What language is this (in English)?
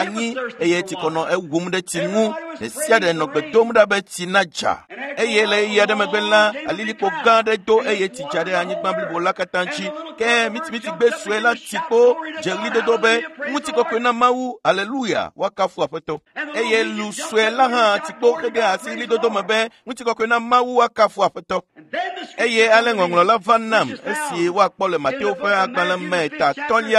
Ewe